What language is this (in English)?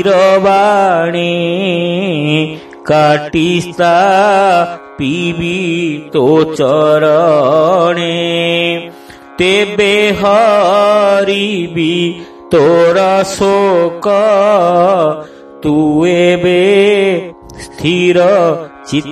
Odia